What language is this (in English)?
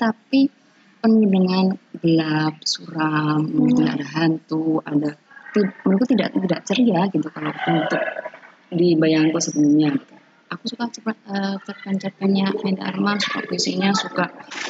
Indonesian